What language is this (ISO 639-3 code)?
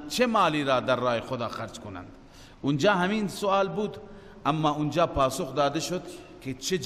fas